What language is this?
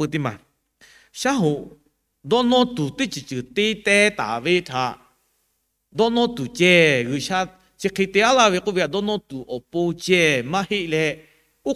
Lahu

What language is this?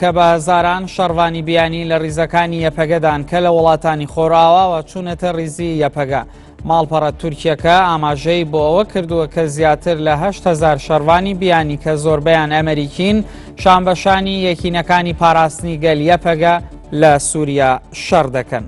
Central Kurdish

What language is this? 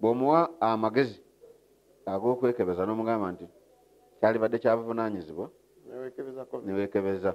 Ganda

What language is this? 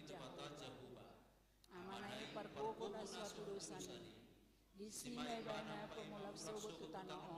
Batak Toba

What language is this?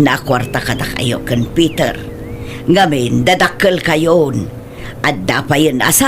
Iloko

